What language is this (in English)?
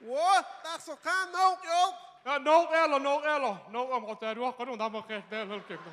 Chechen